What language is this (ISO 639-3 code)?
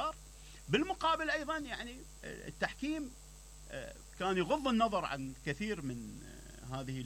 acm